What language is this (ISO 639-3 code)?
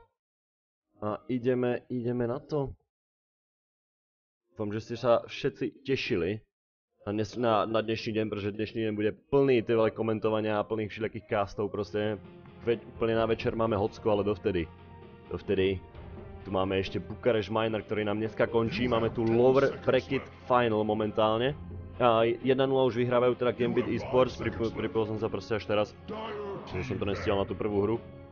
slk